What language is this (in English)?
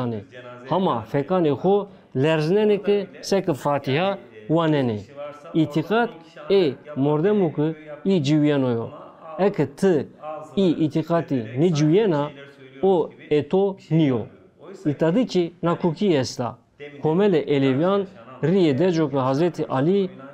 Zaza